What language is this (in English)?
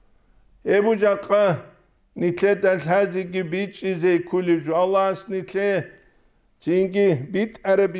Avaric